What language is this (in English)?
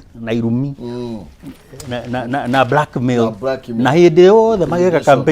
Kikuyu